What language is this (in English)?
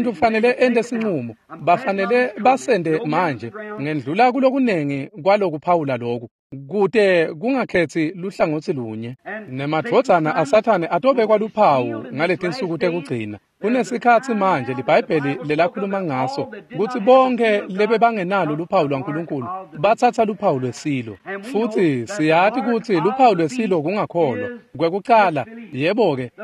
Swati